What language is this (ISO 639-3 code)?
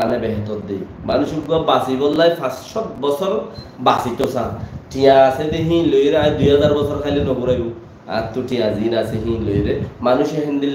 rhg